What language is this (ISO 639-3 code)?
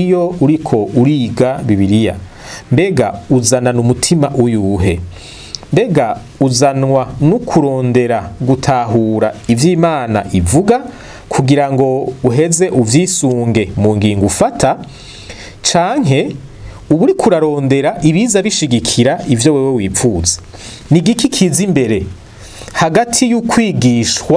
run